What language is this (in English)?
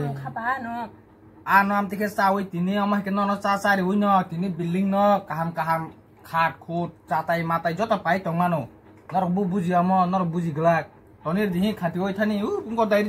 Kok Borok